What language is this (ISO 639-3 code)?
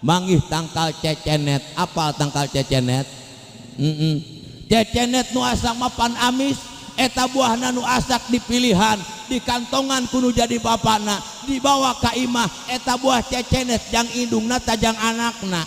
sun